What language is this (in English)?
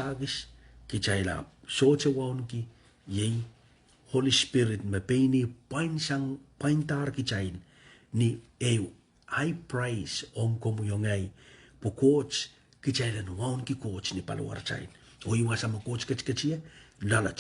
Pohnpeian